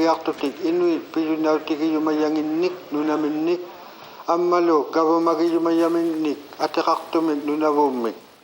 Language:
Inuktitut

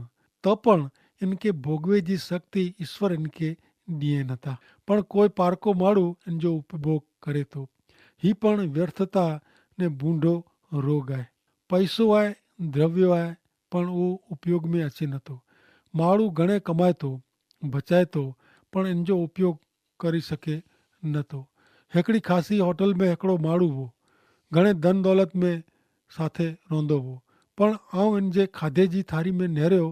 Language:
Kachhi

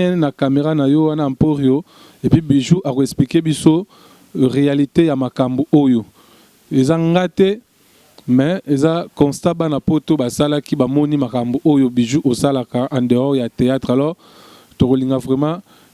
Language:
Lingala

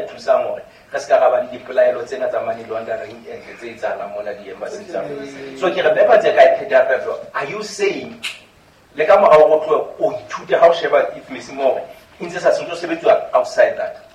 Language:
Southern Sotho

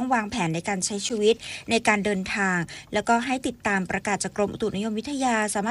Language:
Thai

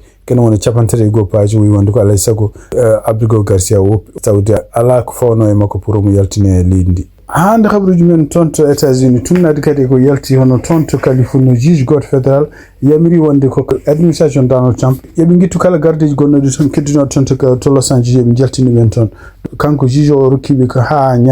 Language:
Fula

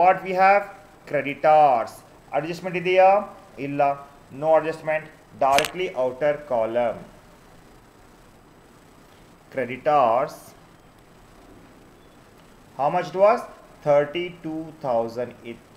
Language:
Kannada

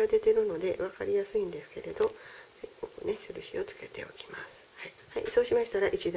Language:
Japanese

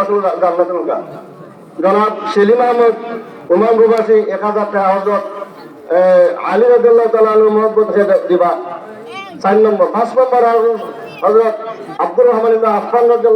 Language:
Sylheti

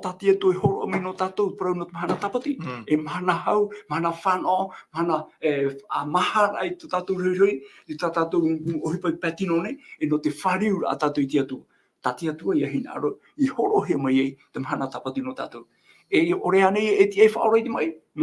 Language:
Tahitian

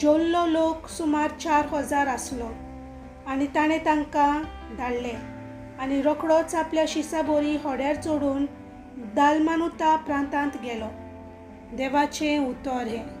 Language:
Konkani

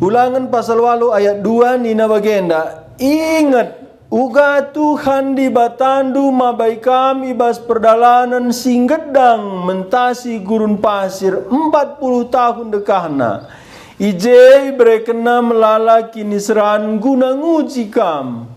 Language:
Batak Karo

